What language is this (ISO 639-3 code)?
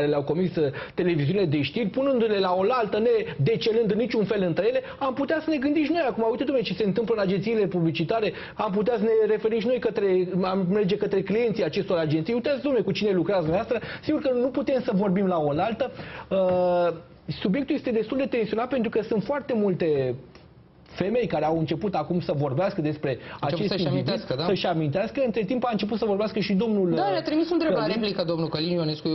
ron